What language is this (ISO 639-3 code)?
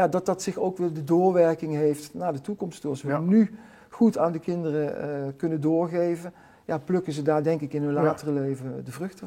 lim